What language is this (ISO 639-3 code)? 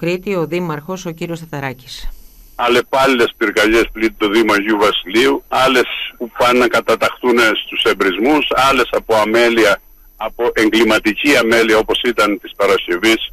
ell